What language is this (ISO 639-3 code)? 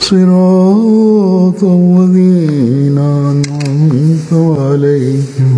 bos